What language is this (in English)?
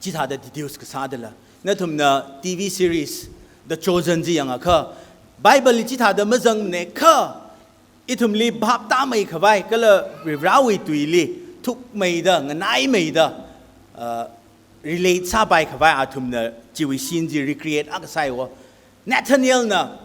Tangkhul Naga (India)